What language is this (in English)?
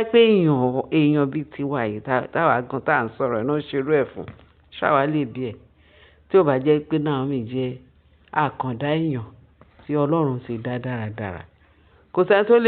Yoruba